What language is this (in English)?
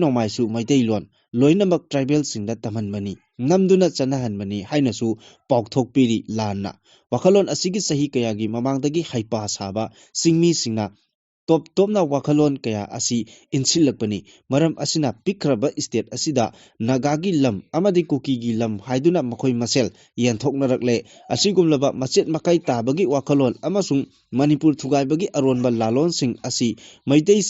Manipuri